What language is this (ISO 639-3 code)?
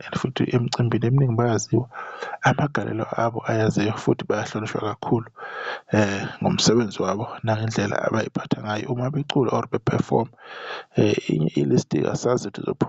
zul